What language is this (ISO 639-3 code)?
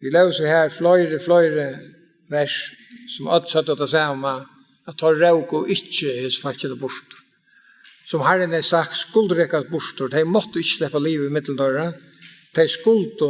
fao